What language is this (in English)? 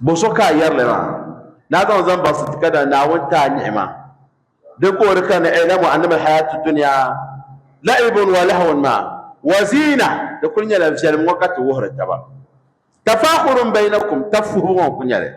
Dagbani